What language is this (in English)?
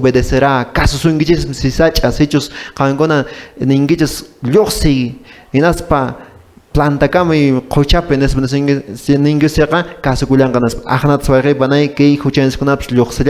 Quechua